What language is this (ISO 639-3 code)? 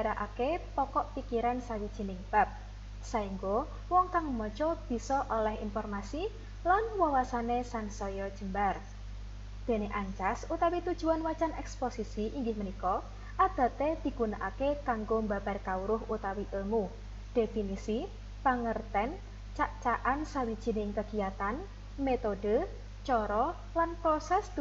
jav